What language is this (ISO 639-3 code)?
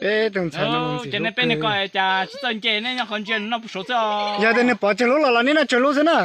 hmn